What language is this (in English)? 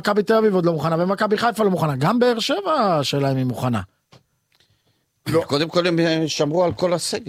Hebrew